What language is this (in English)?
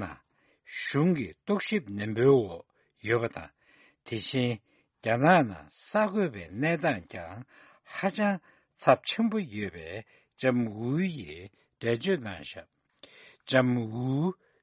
Tibetan